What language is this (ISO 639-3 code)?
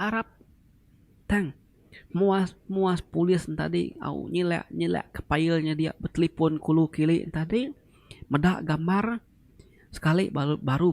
iba